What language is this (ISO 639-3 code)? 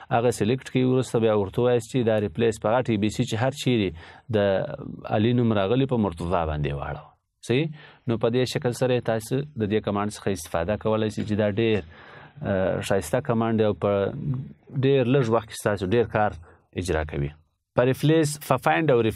pus